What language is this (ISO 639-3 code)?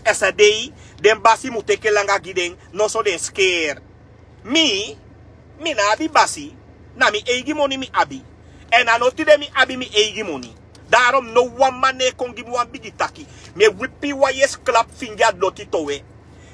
srn